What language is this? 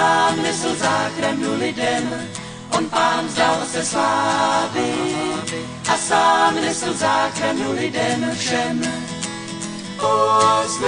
Czech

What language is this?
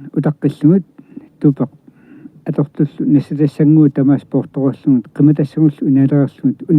Kalaallisut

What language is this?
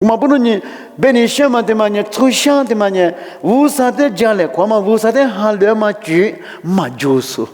Lisu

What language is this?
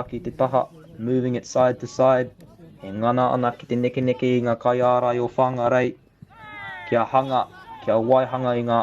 Māori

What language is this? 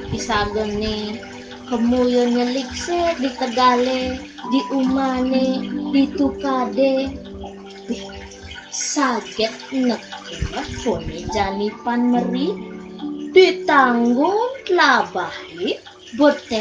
Balinese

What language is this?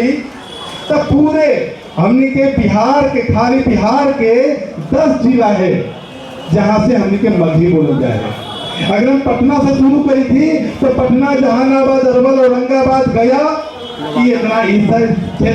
Magahi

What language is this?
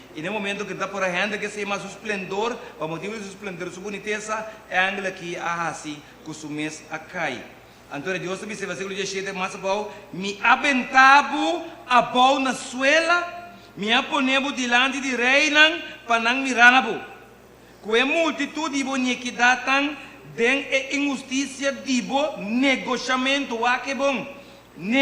Papiamento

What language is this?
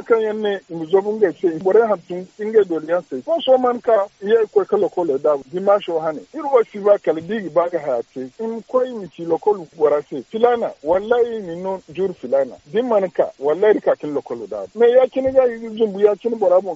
Zarma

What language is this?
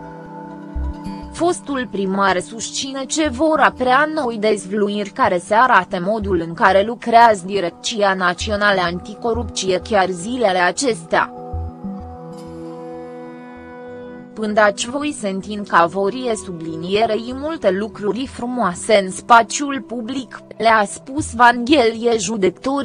Romanian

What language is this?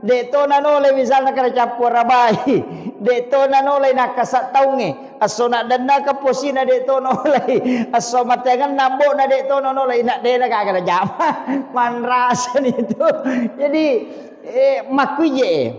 Buginese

